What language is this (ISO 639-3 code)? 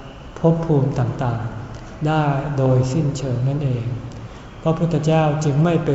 tha